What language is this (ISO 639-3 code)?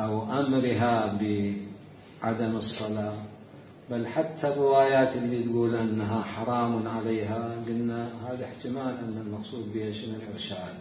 acm